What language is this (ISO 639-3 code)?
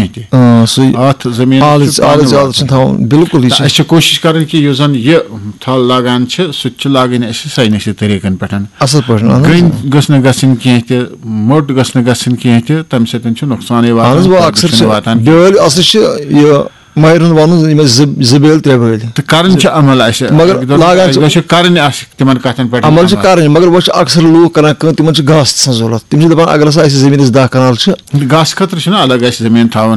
kas